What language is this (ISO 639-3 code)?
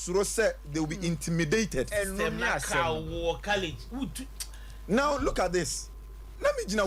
aka